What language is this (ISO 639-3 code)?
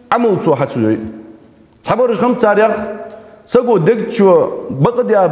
inh